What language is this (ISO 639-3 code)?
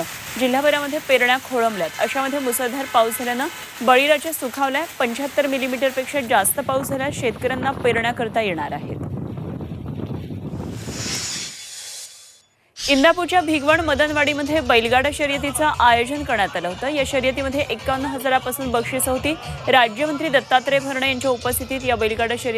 mar